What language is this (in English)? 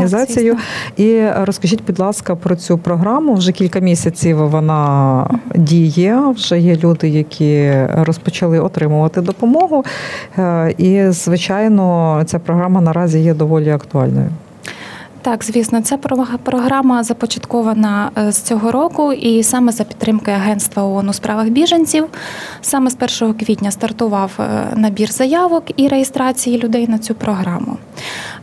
Ukrainian